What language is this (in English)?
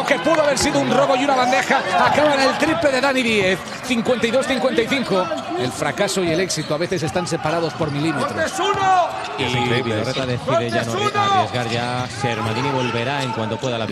Spanish